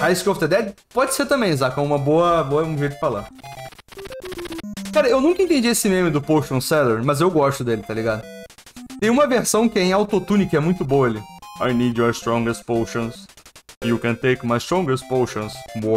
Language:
Portuguese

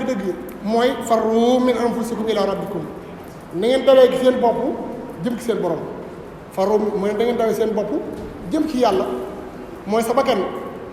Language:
Wolof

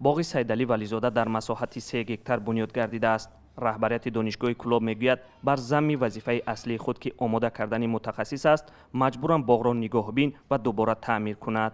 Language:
Tajik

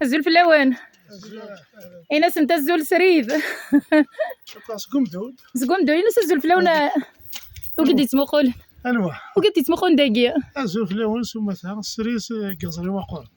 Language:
Kabyle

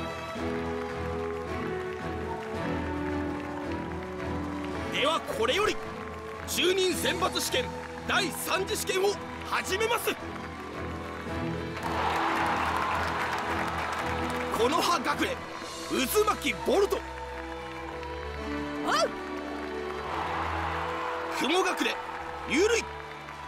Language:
Japanese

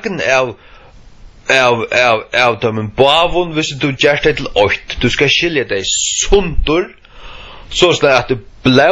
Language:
Faroese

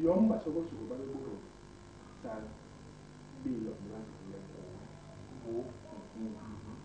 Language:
Basaa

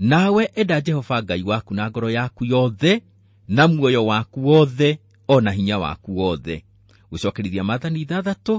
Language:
Kikuyu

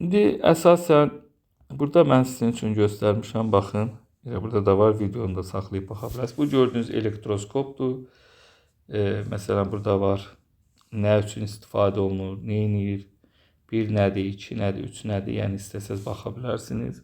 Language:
Azerbaijani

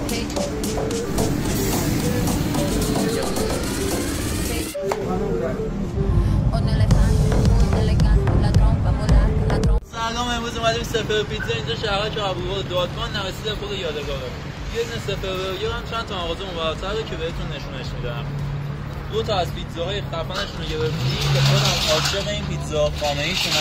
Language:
Persian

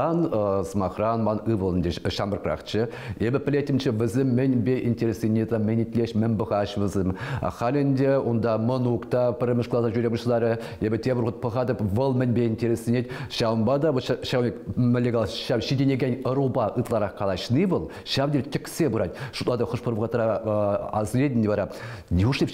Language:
Chuvash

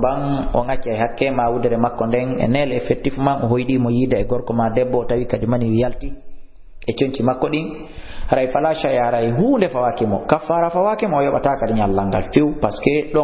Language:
Fula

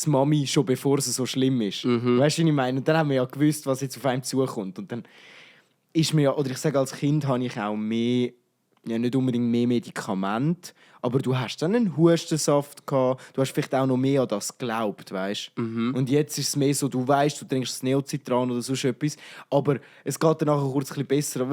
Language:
Swiss German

